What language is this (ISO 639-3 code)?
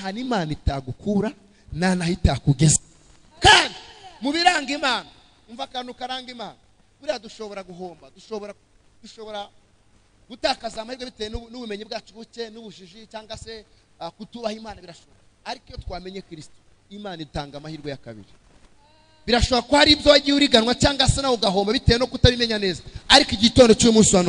kin